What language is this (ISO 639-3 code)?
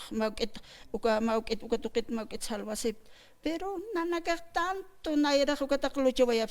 aym